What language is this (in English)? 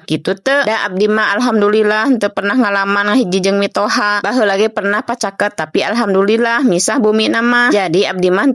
Sundanese